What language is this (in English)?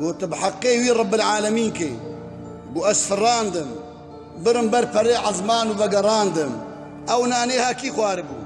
Kurdish